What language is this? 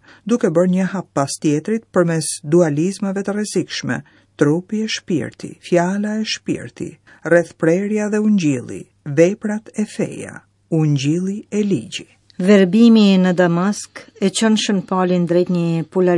Albanian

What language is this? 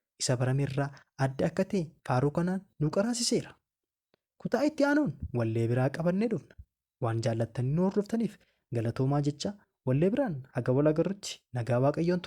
Oromo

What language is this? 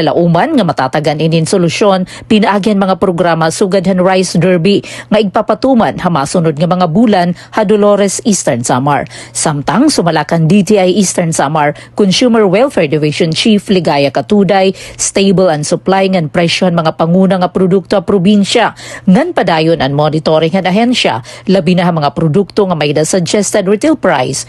Waray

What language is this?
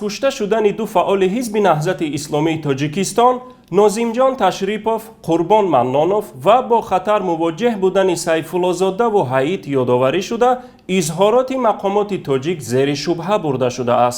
Tajik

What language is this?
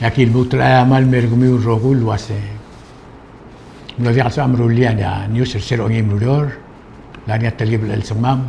Palauan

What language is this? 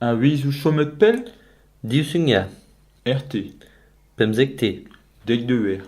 Breton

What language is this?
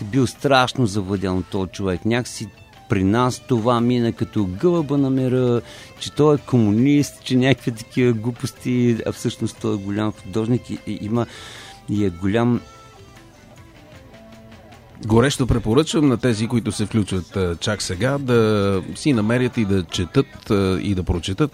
Bulgarian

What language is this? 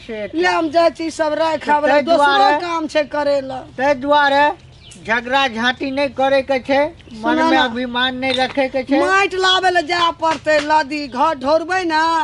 Maithili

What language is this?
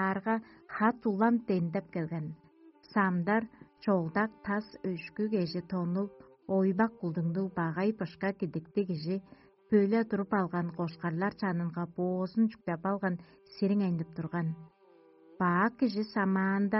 Tuvinian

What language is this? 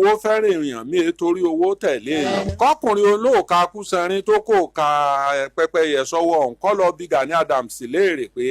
Yoruba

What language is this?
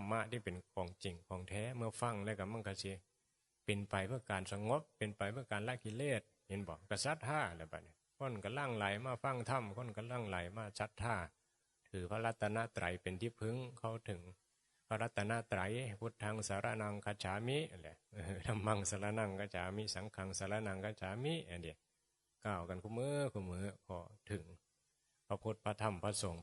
Northeastern Thai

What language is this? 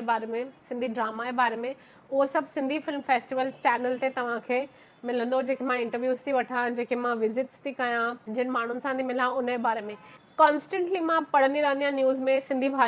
Sindhi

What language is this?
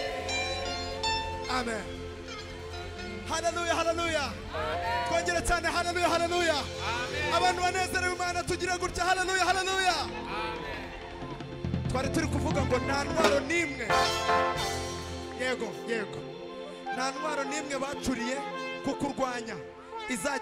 Kinyarwanda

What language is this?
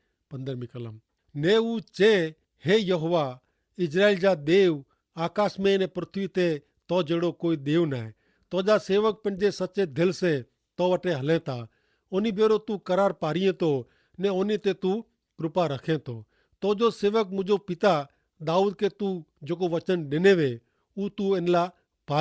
Kachhi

